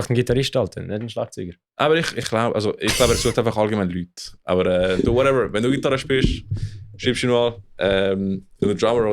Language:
Swiss German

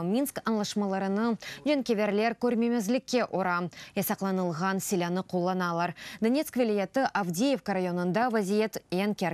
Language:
Crimean Tatar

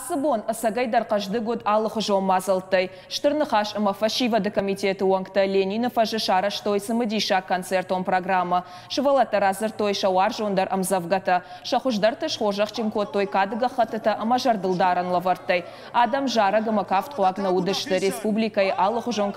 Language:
Ossetic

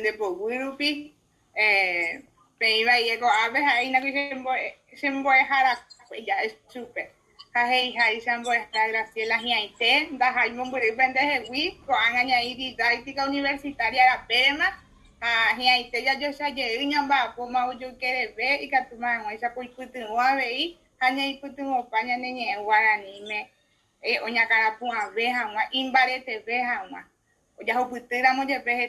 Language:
Guarani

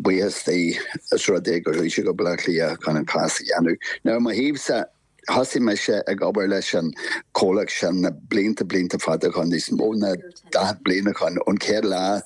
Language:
Irish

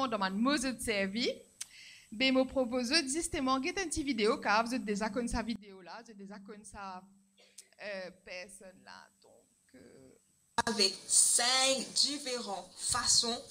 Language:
Morisyen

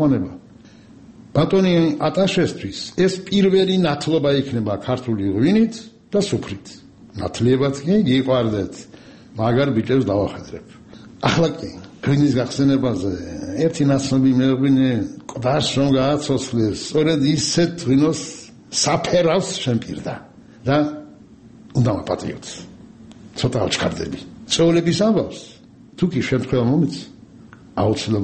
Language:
Georgian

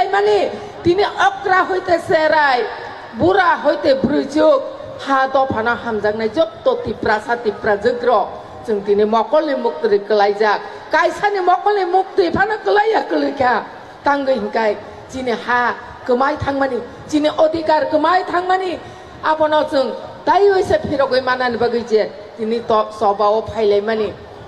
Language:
Kok Borok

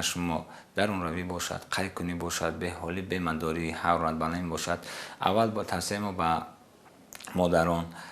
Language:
Tajik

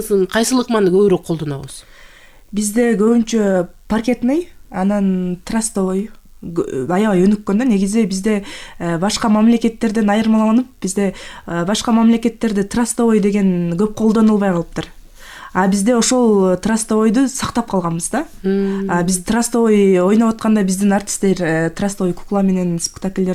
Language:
Kyrgyz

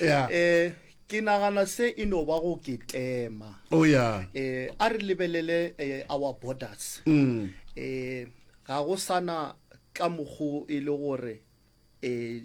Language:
Northern Sotho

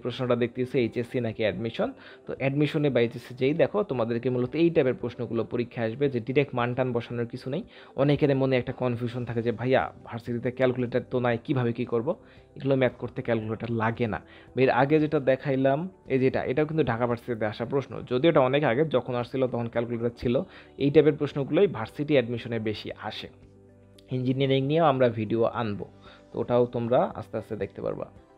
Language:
Bangla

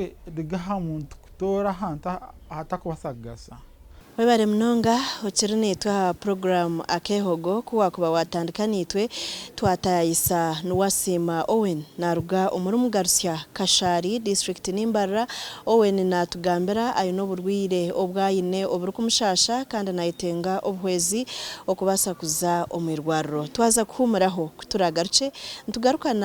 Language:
Nyankole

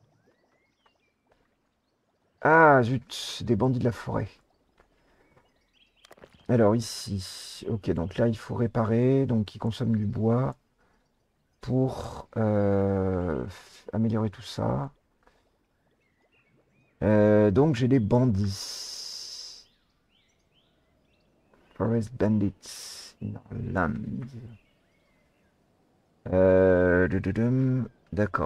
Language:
French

